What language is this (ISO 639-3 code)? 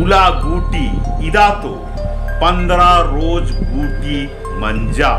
kru